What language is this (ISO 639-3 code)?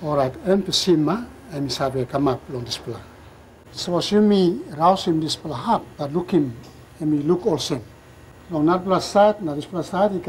tpi